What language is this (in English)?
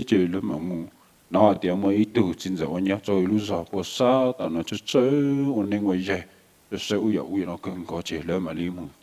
Hmong